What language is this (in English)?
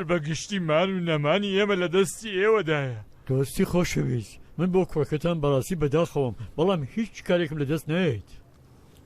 Central Kurdish